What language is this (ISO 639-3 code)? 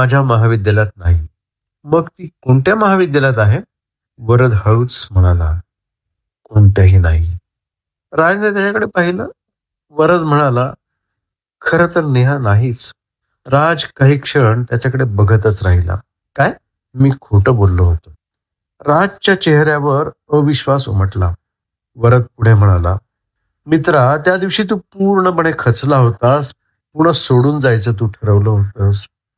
mar